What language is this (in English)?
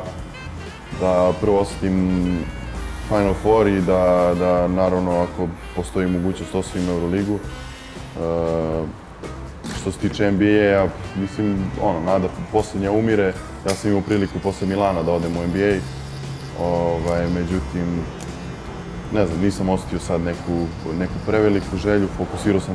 Serbian